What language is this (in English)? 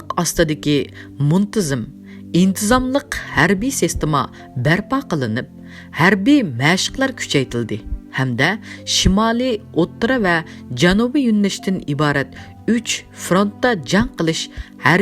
Uyghur